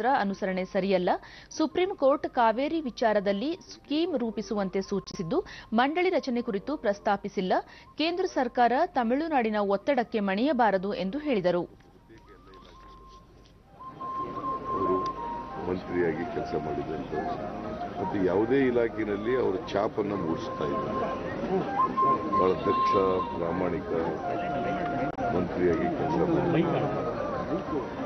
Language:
Kannada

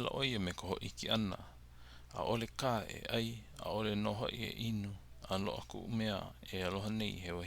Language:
Hawaiian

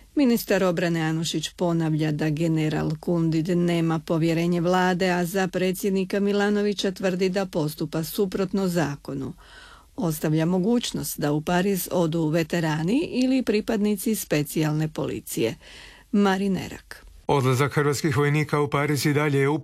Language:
Croatian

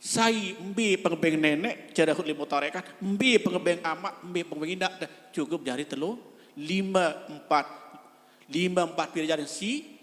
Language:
Sasak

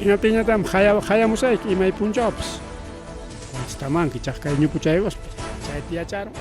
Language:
Ayacucho Quechua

